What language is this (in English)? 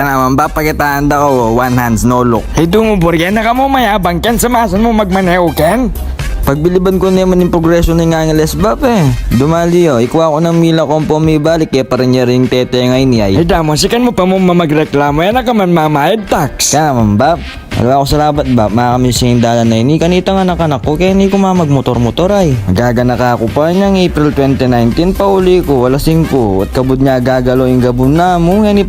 Pampanga